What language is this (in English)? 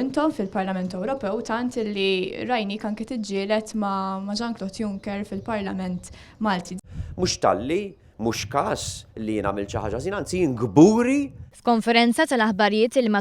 Maltese